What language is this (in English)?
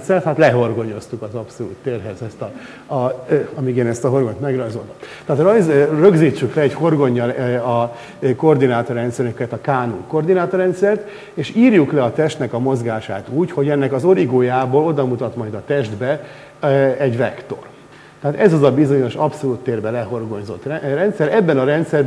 Hungarian